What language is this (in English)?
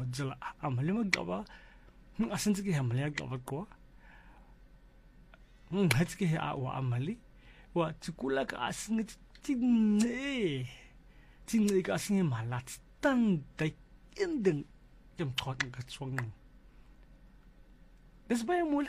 Afrikaans